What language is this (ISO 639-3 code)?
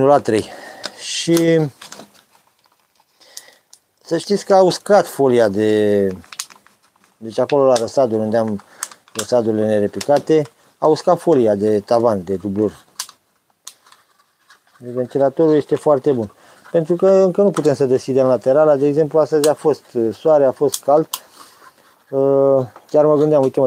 ron